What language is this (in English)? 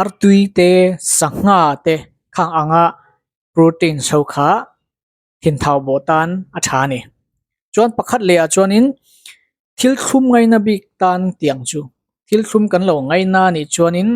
Mizo